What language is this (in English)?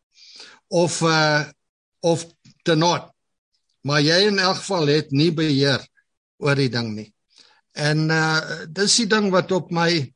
Afrikaans